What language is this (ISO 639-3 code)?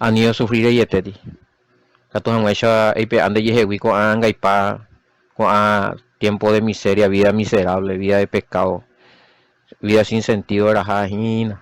grn